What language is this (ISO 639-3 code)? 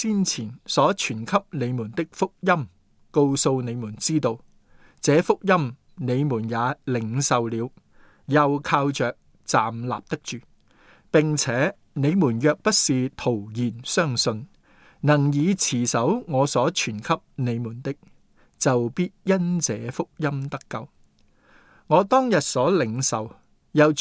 yue